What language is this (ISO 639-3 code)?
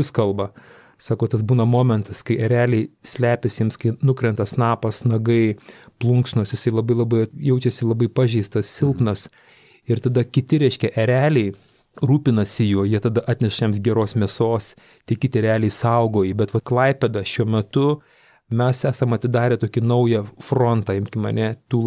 lit